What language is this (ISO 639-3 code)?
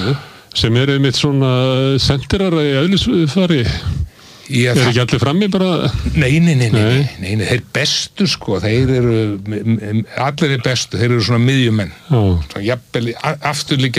isl